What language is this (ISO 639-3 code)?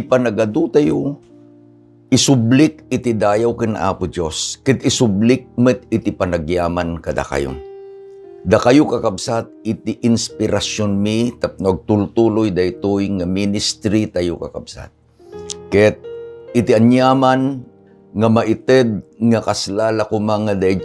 ilo